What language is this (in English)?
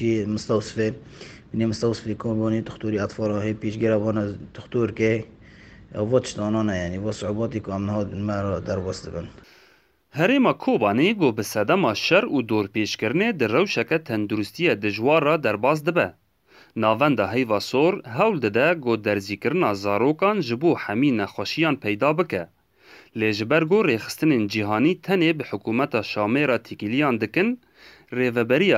Kurdish